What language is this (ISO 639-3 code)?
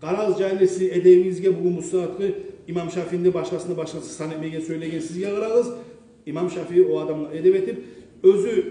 kum